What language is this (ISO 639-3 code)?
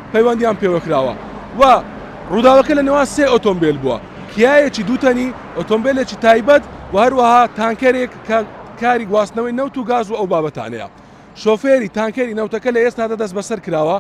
ckb